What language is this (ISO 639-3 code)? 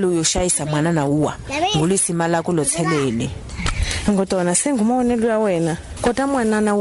tso